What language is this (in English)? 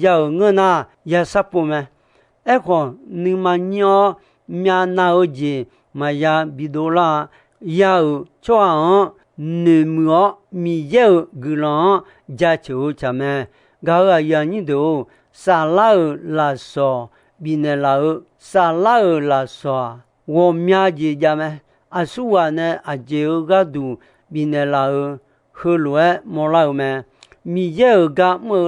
Akha